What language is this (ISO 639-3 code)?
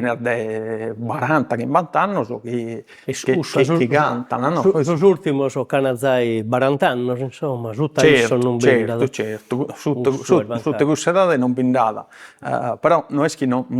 srd